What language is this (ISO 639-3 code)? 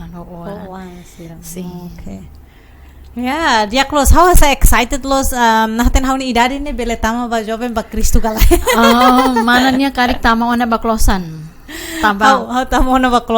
tet